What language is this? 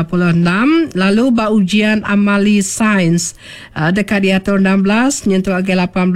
Iban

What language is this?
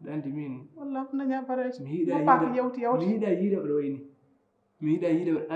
Fula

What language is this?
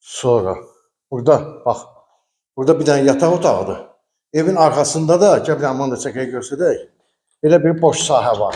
Azerbaijani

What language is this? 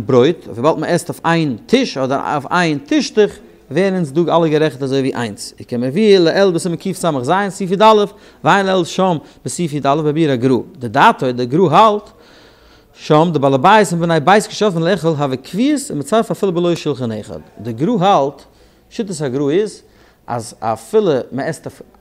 Yiddish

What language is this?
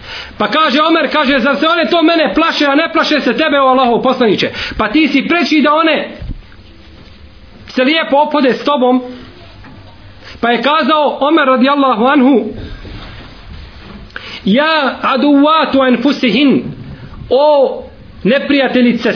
Bosnian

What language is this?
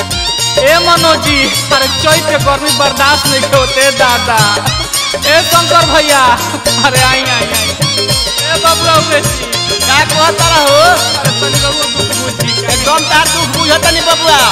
Bhojpuri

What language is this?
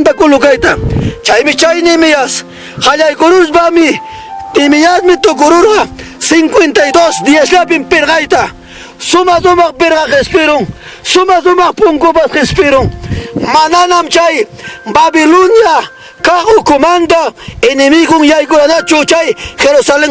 Ayacucho Quechua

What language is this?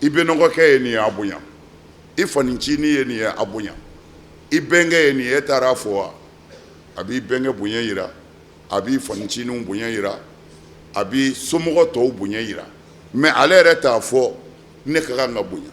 Bambara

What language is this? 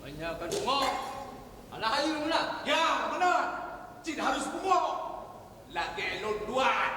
Achinese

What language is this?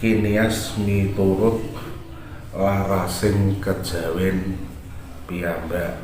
Javanese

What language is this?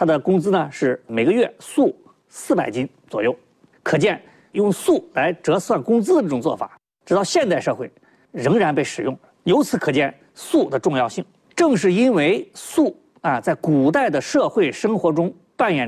Chinese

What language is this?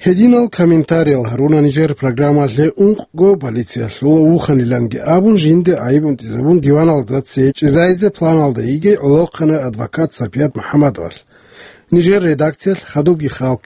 Avaric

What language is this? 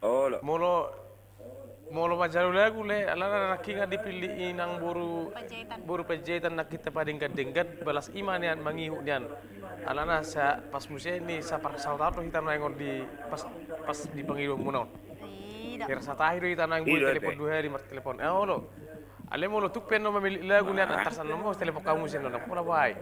Batak Toba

